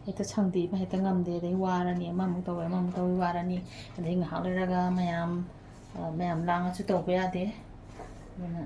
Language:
Manipuri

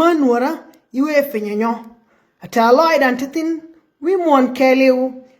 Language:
Nuer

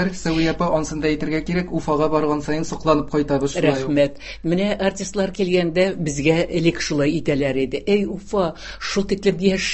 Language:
Tatar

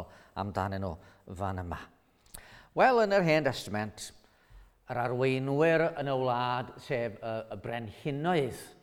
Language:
Welsh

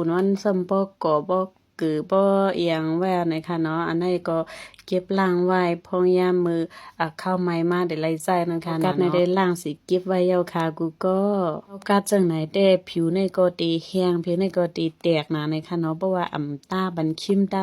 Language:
Shan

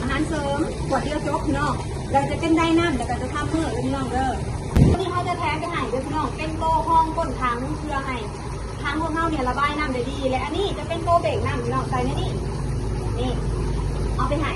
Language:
Northeastern Thai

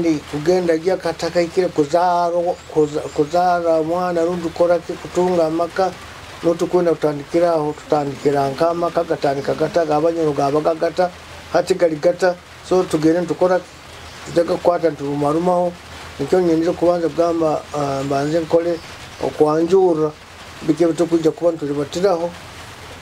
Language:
Nyoro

